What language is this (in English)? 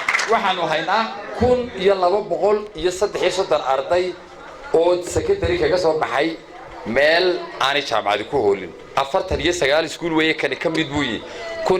Somali